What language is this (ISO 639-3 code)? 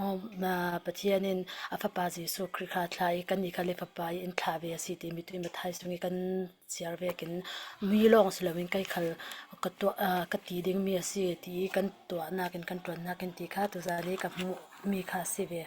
cfm